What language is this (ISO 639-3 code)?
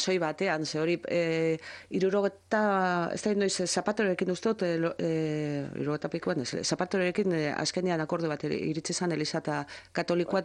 eus